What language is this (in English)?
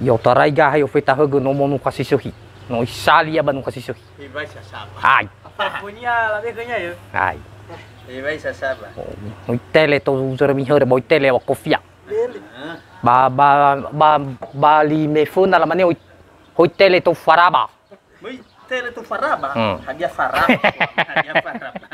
Nias